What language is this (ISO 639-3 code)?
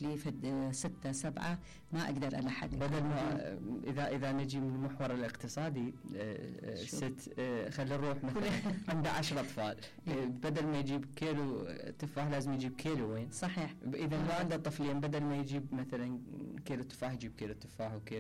acm